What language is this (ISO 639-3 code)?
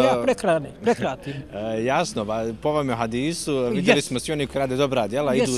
bos